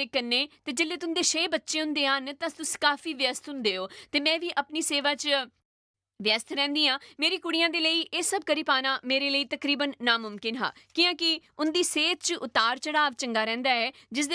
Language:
Dogri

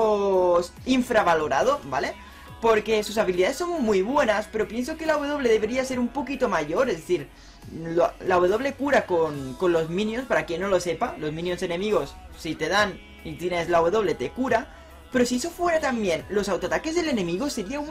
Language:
Spanish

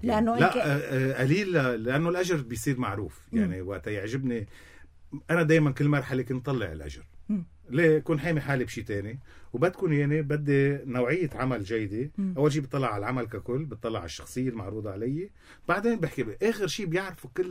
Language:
North Levantine Arabic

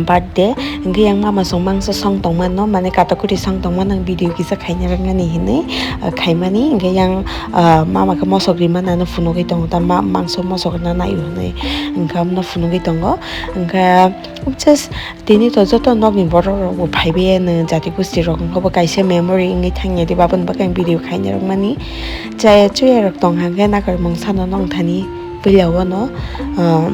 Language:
Kok Borok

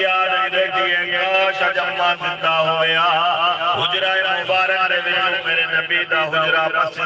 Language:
Saraiki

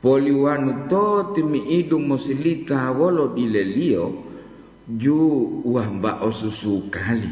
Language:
Gorontalo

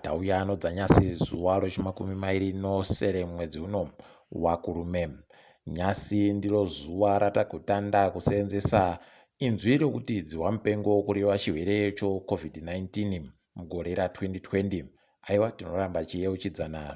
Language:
Ndau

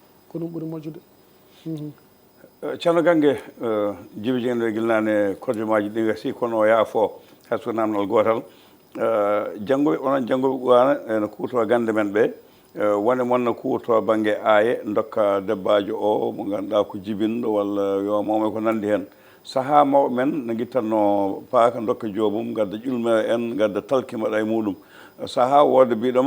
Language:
Fula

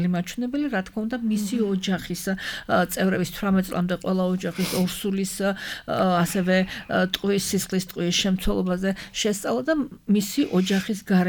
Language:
Georgian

